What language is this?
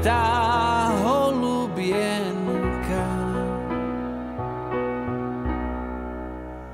Slovak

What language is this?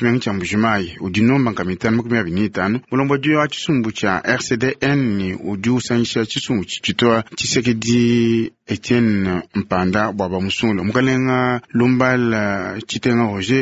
Luba-Lulua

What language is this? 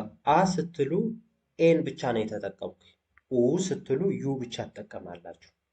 Amharic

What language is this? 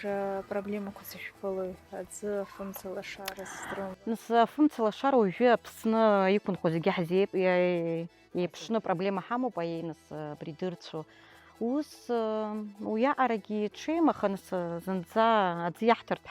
Abkhazian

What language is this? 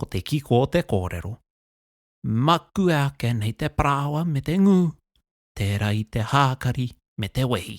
Māori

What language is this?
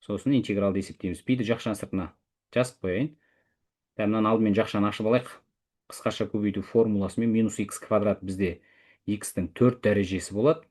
Kazakh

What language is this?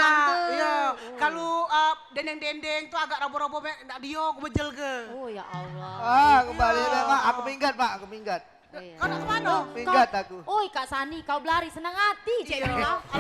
Musi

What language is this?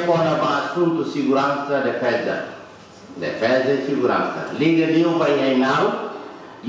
Tetum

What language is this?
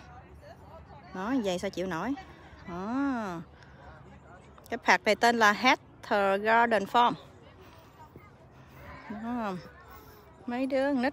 Vietnamese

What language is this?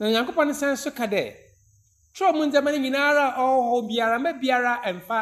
Akan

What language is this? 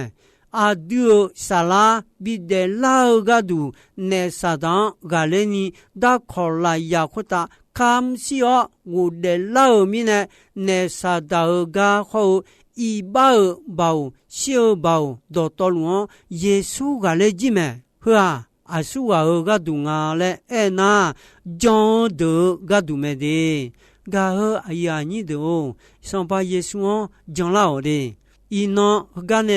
Akha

